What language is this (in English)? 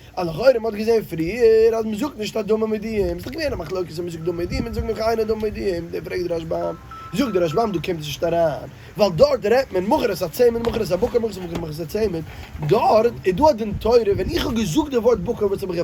Yiddish